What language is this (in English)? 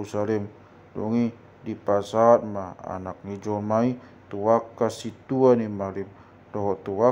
Batak Toba